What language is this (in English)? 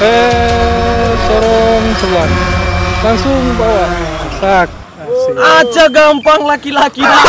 Manado Malay